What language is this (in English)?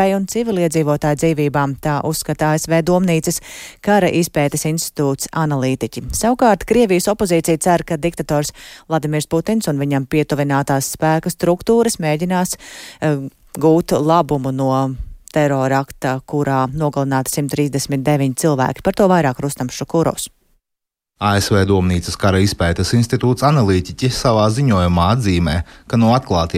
Latvian